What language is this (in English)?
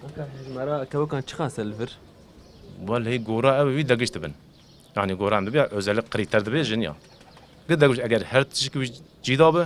Kurdish